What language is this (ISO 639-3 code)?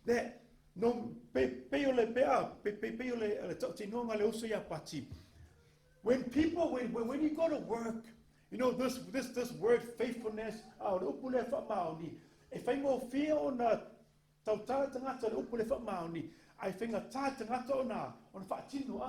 smo